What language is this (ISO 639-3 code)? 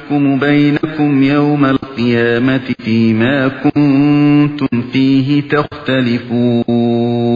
uig